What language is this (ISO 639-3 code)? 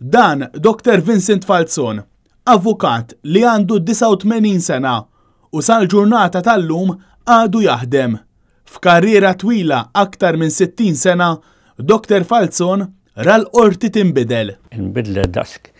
mlt